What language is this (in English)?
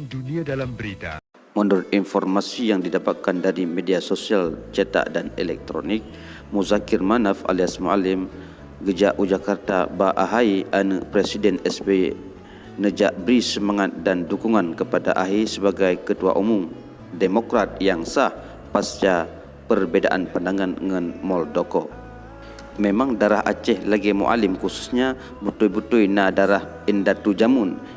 Achinese